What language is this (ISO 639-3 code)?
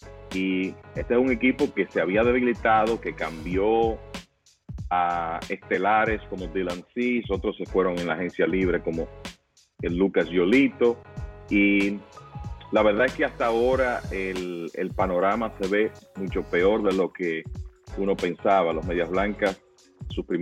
spa